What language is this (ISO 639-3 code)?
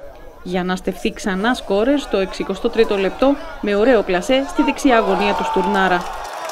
ell